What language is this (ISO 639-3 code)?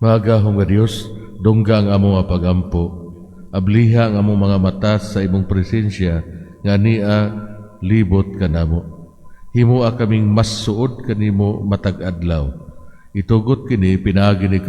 ceb